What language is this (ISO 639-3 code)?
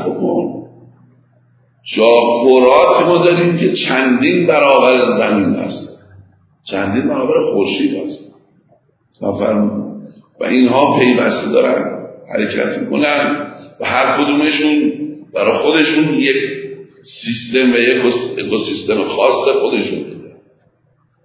fas